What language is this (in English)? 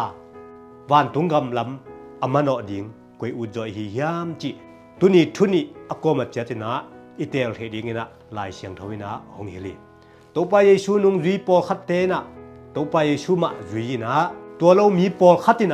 Tedim Chin